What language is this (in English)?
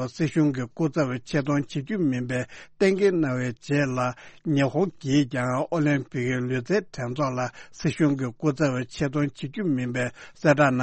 Tibetan